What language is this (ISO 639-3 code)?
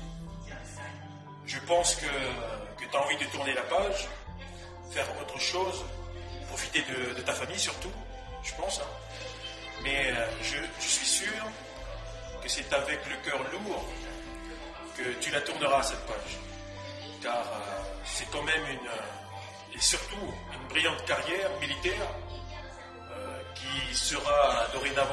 fra